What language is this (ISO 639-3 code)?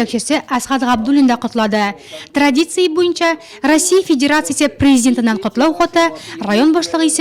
tat